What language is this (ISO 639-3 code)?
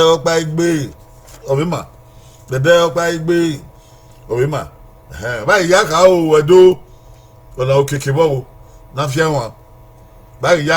bin